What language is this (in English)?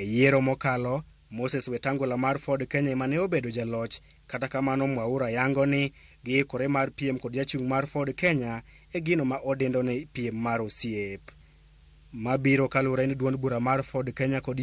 Luo (Kenya and Tanzania)